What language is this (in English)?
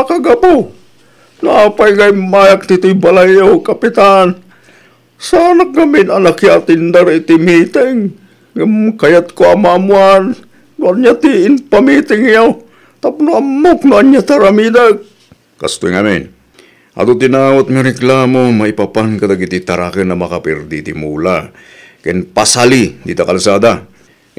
Iloko